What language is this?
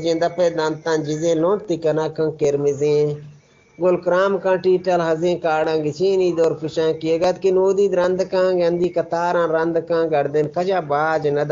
Eastern Balochi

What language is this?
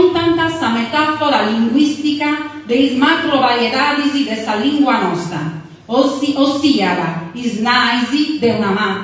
Sardinian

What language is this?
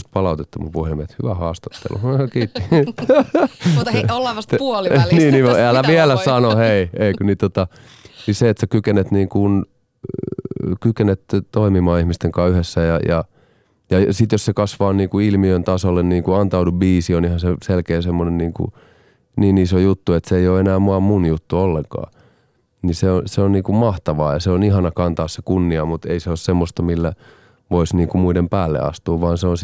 Finnish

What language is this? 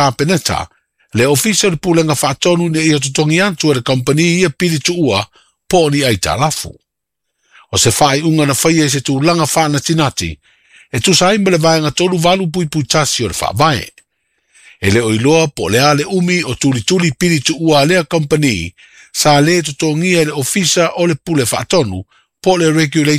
Samoan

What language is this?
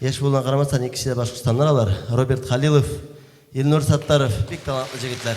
Tatar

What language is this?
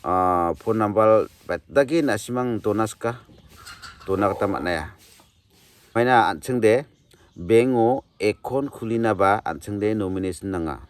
Garo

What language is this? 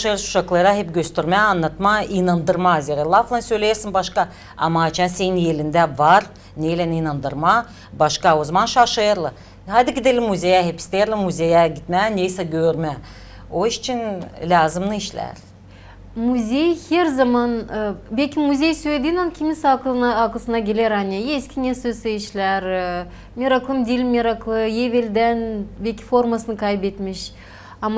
Gagauz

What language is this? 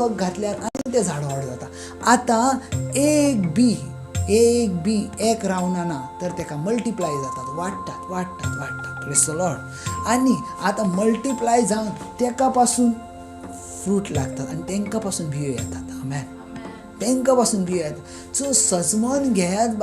Konkani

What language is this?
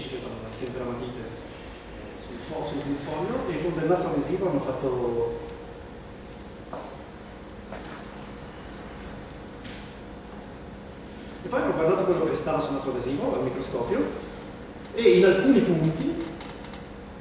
Italian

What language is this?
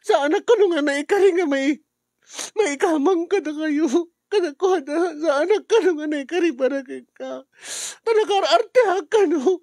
Iloko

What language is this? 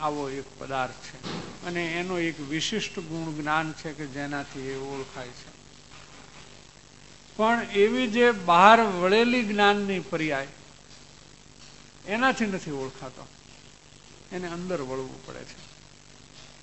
Gujarati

